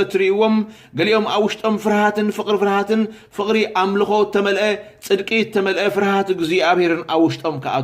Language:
Tigrinya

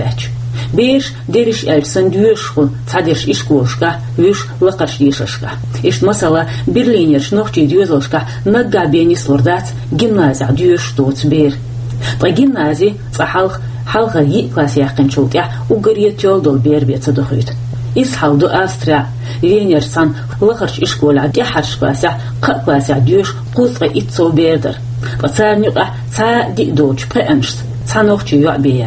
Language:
Chechen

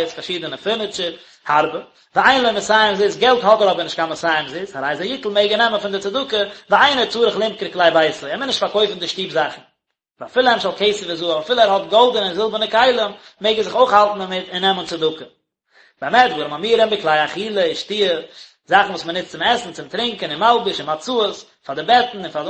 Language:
Yiddish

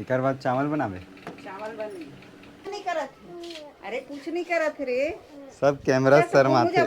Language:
Chhattisgarhi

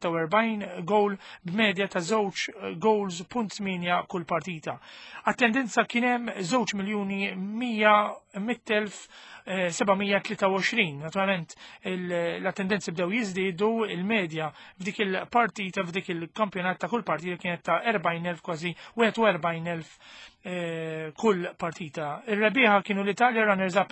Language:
Maltese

